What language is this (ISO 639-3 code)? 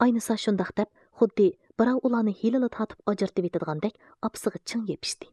uig